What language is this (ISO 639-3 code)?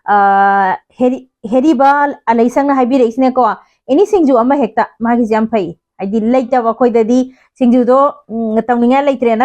mni